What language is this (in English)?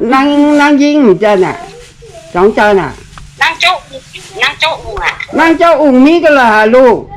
Shan